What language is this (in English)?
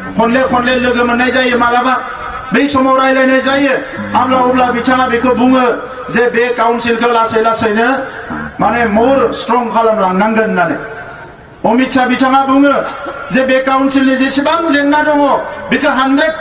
Bodo